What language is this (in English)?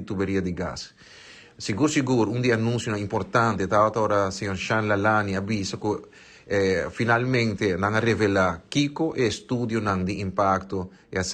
Papiamento